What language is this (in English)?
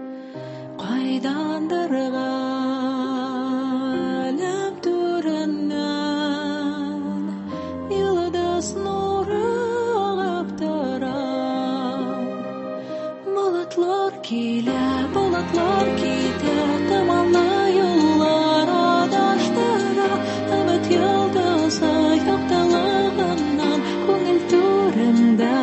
Tatar